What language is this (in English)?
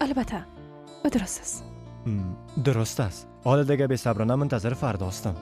Persian